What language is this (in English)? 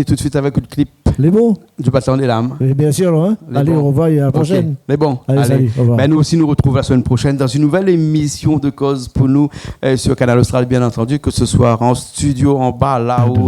Réunion Creole French